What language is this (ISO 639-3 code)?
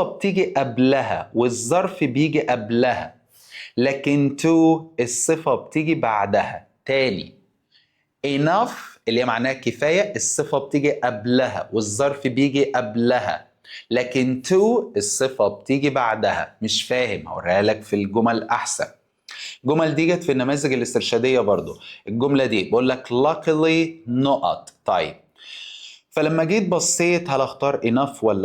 arz